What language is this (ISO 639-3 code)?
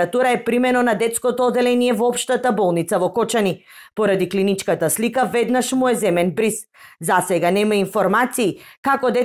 mkd